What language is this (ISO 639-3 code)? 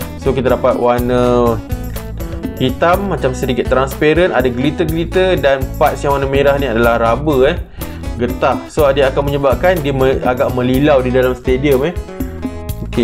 msa